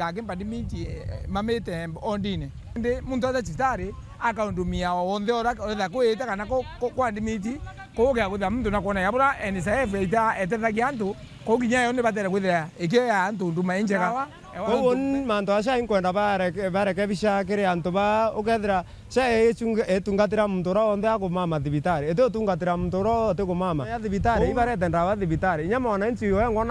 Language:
Meru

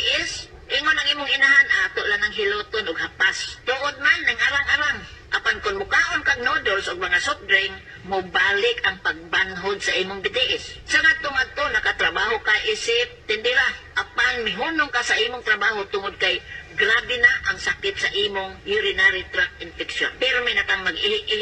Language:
Cebuano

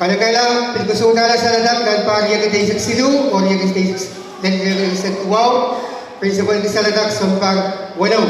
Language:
Pohnpeian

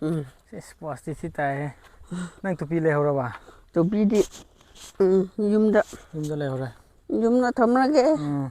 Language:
Manipuri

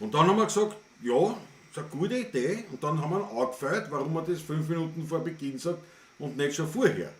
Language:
Bavarian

